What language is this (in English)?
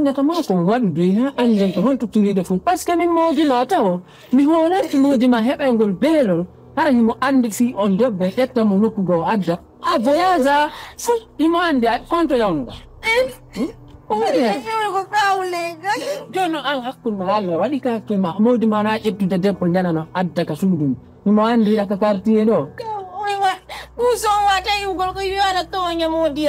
Pular